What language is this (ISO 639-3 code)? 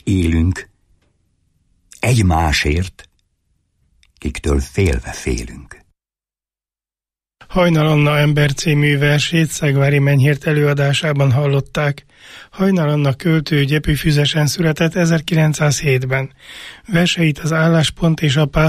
hun